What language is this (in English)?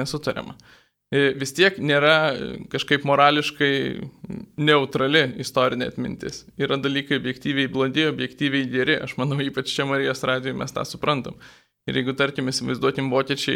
Lithuanian